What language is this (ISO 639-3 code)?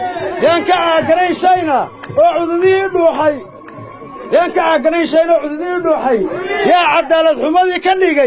som